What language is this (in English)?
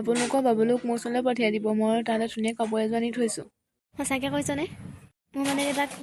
Assamese